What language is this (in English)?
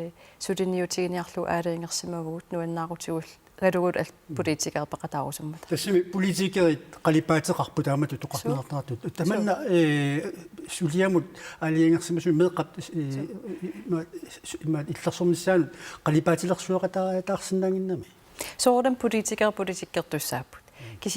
Kalaallisut